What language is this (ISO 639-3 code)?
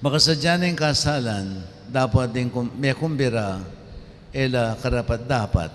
pam